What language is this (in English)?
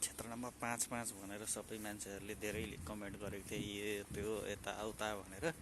Nepali